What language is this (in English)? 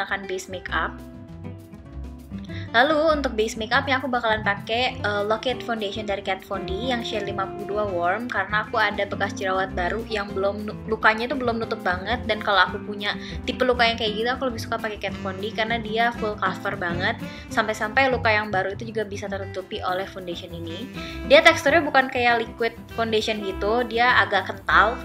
Indonesian